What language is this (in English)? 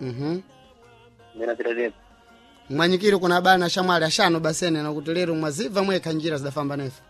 Sena